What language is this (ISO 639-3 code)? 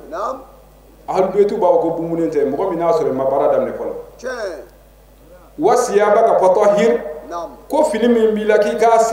bam